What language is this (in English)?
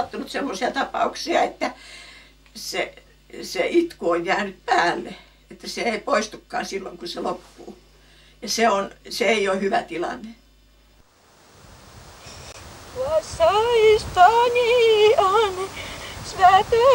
Finnish